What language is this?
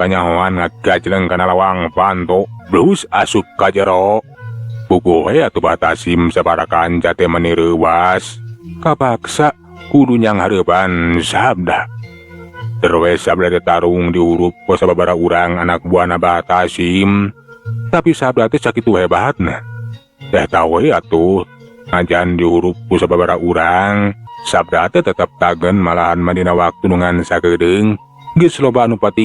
Sundanese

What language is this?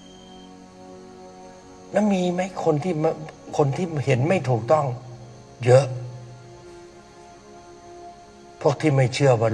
Thai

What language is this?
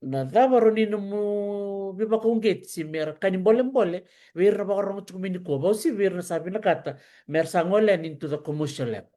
Fijian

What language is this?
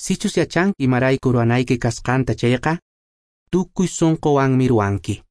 Quechua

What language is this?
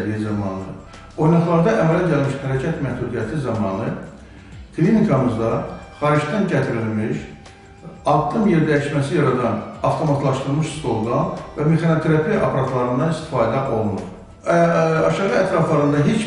Azerbaijani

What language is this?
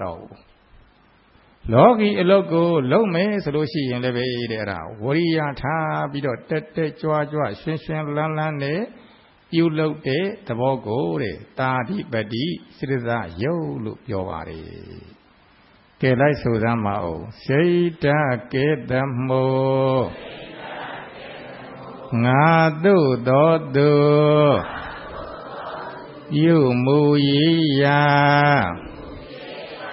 Burmese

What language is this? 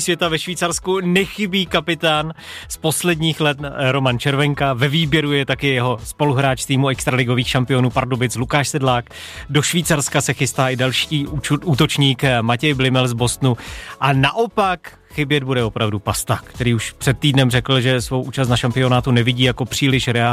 Czech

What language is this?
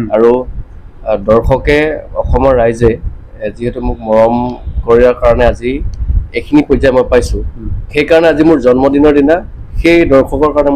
Assamese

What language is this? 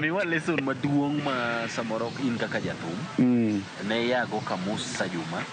Luo (Kenya and Tanzania)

